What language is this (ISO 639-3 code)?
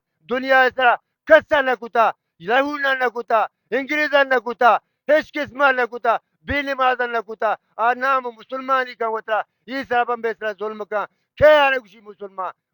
bal